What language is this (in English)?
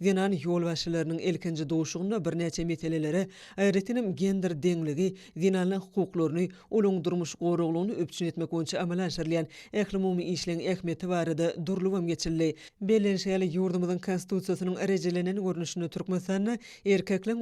Turkmen